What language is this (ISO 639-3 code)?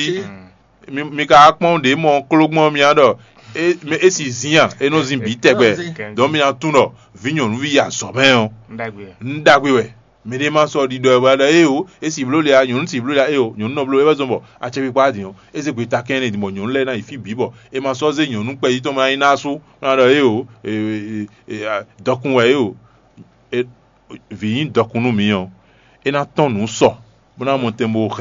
fon